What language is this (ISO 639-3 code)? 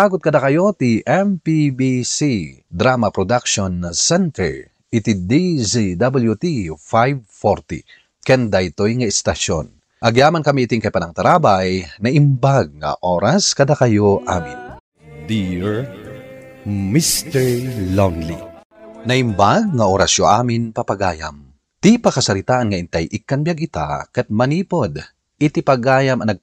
ilo